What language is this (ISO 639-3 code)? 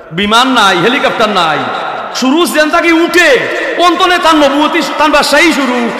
syl